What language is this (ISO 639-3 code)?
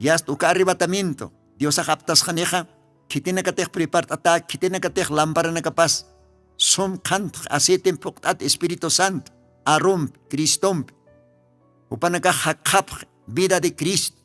aym